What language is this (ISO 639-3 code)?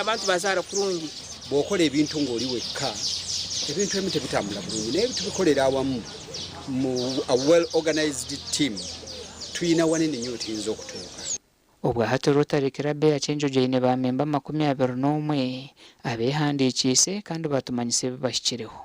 nyn